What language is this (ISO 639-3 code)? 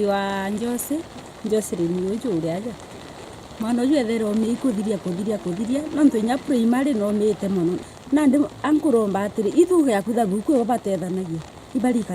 mer